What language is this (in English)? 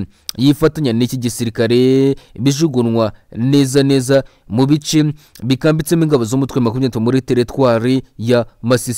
Kinyarwanda